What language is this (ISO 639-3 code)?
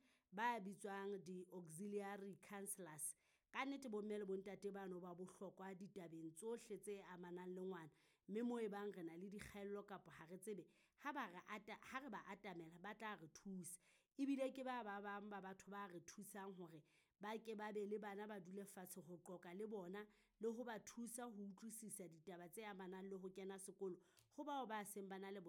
sot